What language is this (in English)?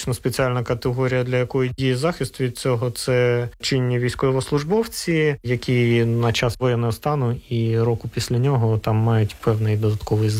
Ukrainian